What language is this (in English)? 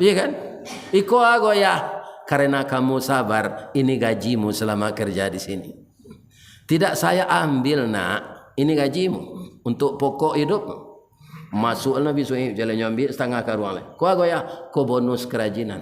Minangkabau